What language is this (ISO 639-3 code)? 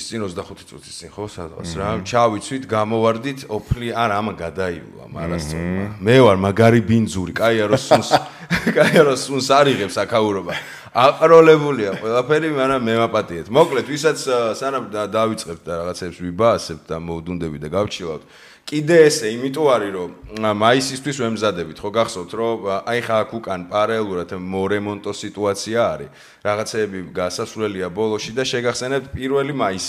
kat